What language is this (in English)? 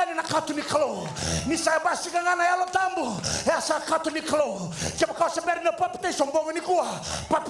Fijian